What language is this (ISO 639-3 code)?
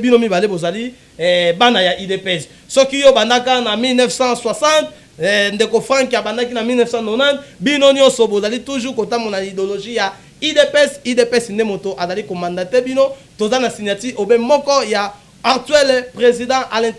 lin